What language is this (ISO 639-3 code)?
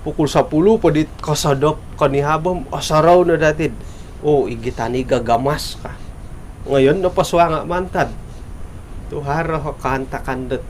dtp